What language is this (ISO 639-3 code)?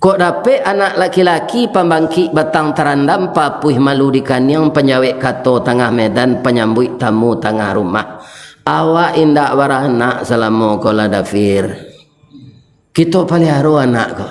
min